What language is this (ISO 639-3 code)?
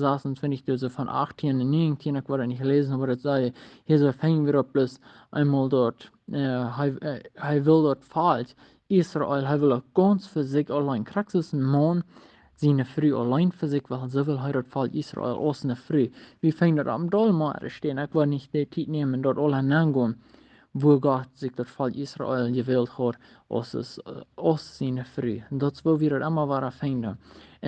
pdt